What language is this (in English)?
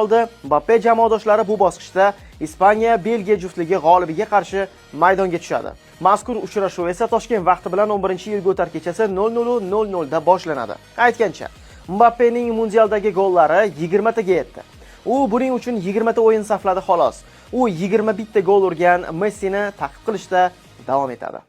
Uzbek